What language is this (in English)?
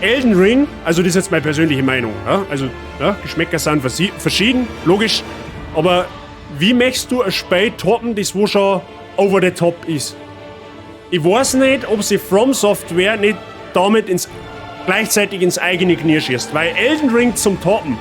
Bavarian